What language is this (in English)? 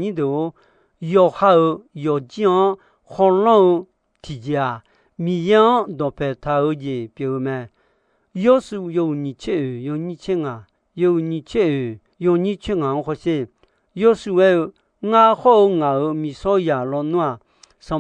Akha